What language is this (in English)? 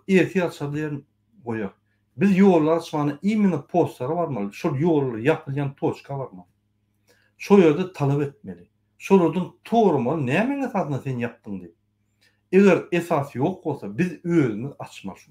Turkmen